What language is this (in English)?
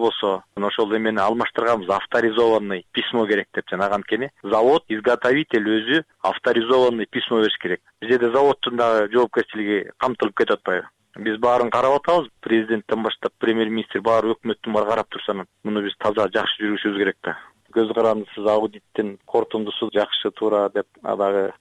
Kyrgyz